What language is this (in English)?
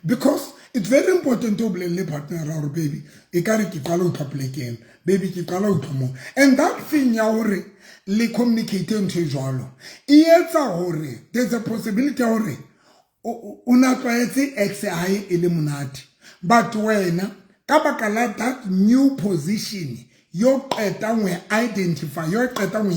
Southern Sotho